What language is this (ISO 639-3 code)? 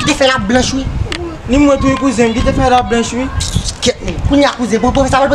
hat